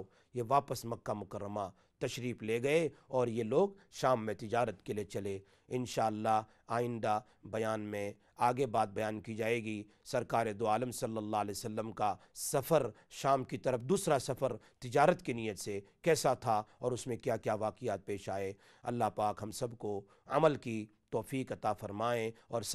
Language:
Urdu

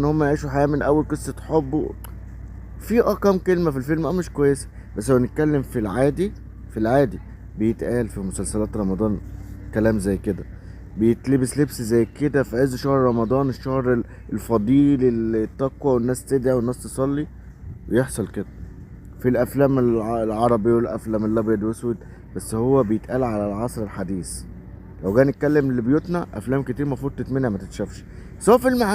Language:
Egyptian Arabic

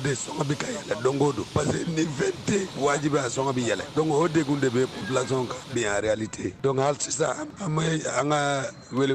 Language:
Bambara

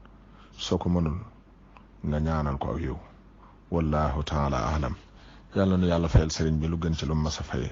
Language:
Wolof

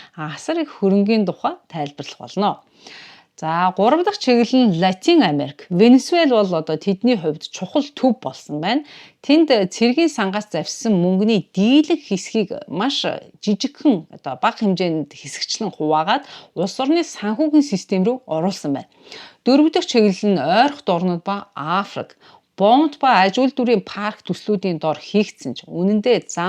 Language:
Mongolian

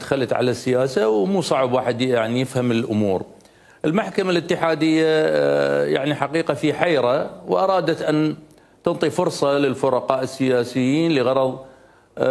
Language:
Mesopotamian Arabic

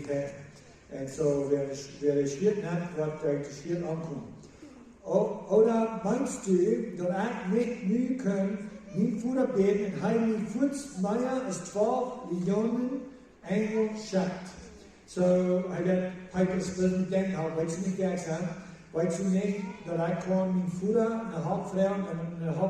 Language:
Plautdietsch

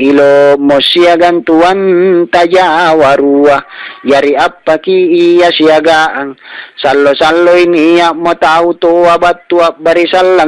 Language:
Makasar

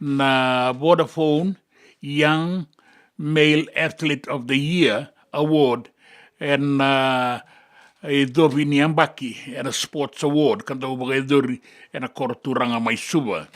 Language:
Fijian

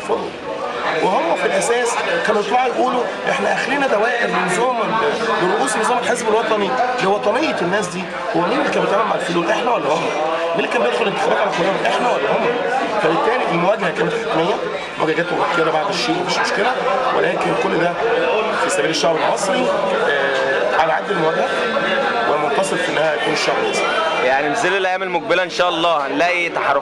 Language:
Egyptian Arabic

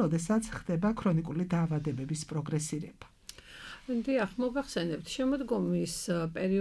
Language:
Georgian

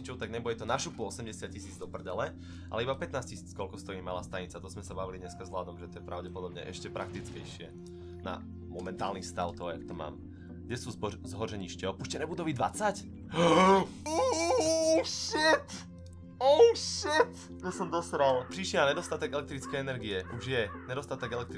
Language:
Slovak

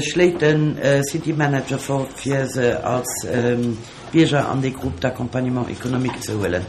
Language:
Luxembourgish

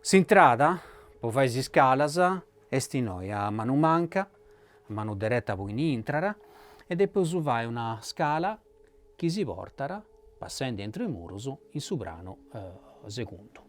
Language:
Sardinian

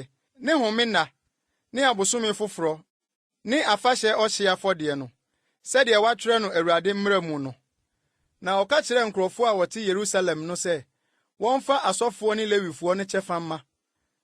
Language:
Akan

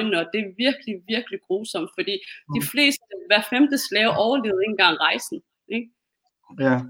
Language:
Danish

